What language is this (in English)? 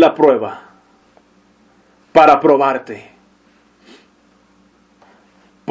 Spanish